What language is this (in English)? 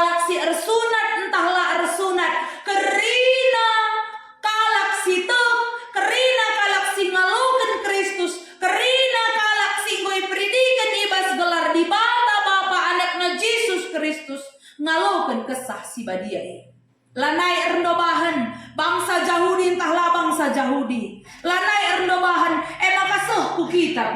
Batak Karo